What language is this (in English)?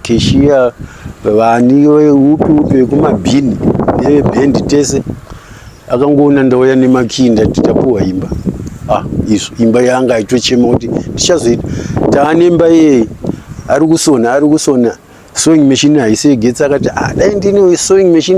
Shona